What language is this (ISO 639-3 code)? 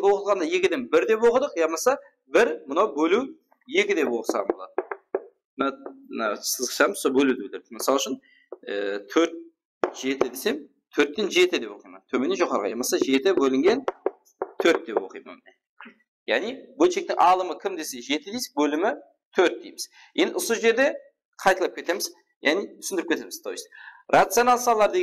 kaa